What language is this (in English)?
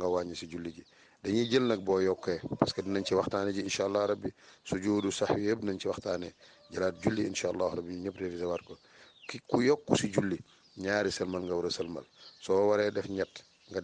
Wolof